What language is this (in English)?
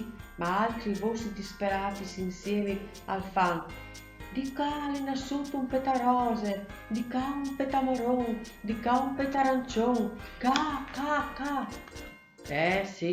Friulian